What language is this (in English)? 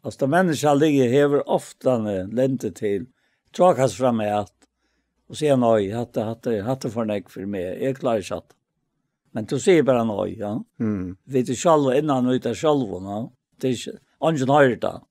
Faroese